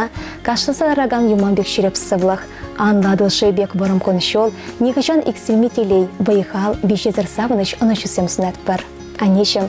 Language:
Chuvash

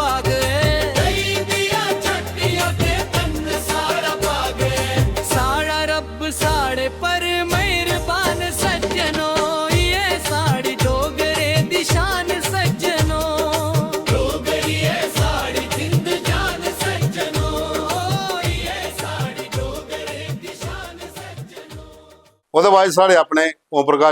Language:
Dogri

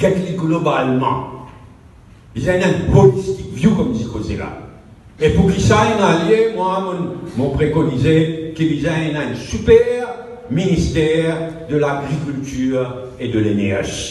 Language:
Morisyen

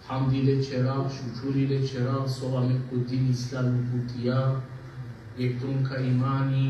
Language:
Balkan Romani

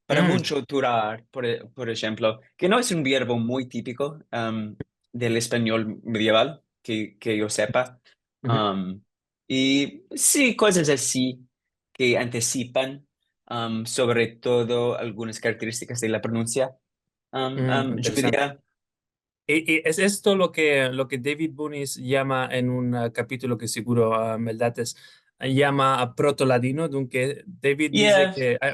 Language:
Ladino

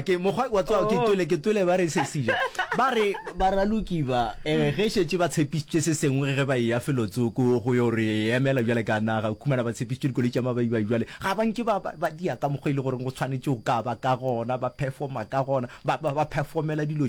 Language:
Northern Sotho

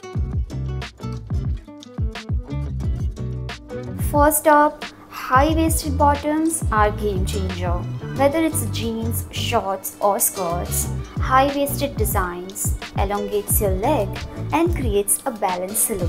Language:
English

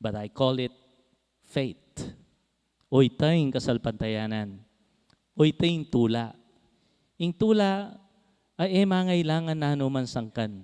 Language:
Pampanga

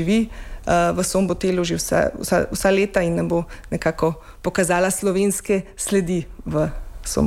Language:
Slovenian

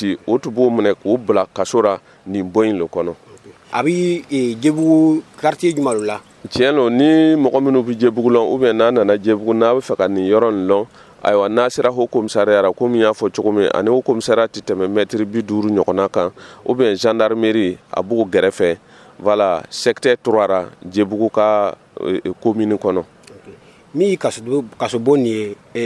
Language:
Dyula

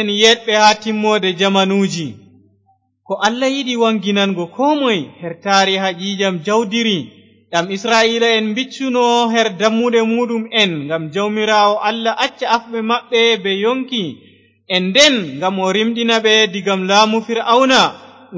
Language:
Fula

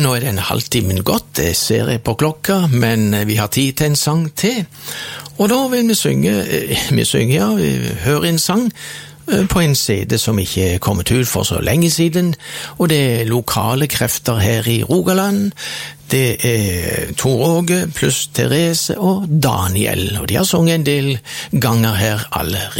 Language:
Norwegian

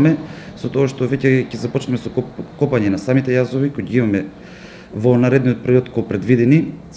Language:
Macedonian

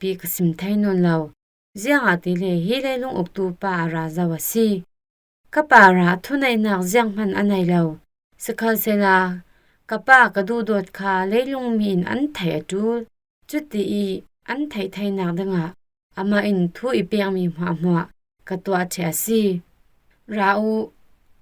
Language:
Falam Chin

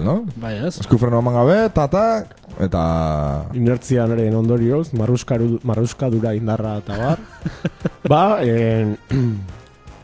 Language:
Basque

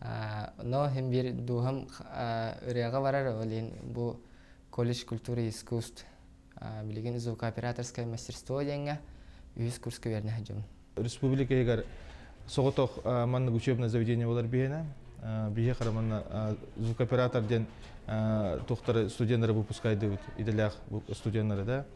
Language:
Yakut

